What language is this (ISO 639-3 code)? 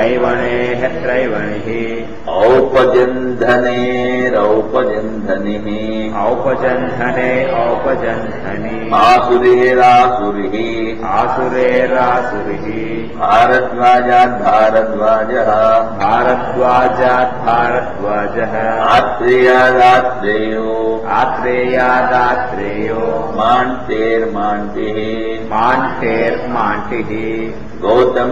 san